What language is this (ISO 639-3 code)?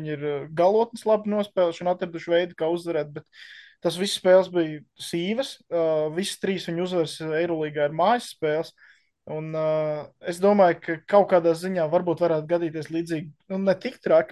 lav